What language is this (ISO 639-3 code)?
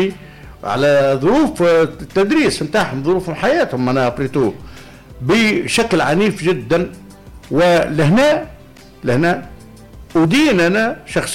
aeb